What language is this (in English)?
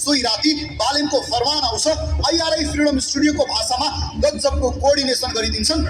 Nepali